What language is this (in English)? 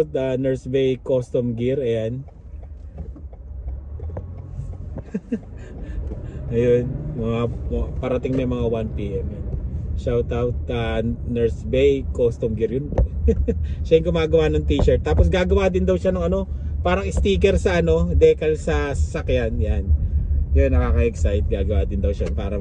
Filipino